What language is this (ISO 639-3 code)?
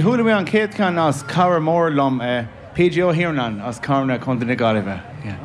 gle